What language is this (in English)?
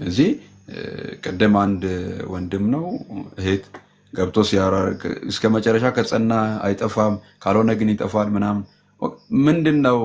Amharic